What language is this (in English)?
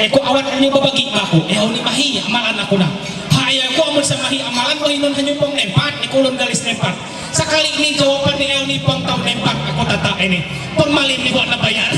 Ma'anyan